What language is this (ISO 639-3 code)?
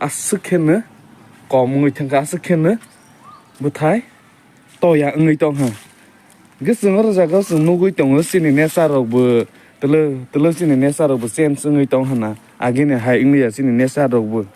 trp